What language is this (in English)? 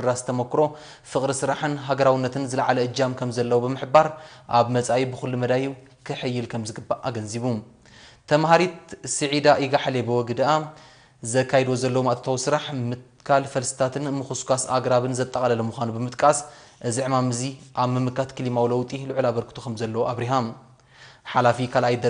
Tigrinya